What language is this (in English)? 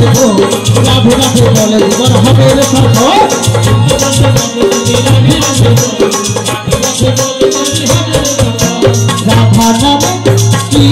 Bangla